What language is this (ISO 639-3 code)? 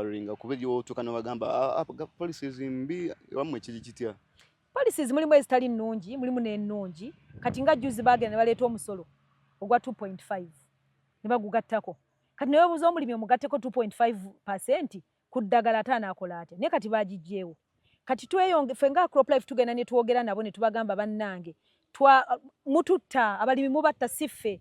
lug